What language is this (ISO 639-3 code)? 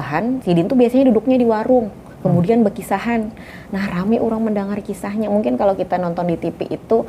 bjn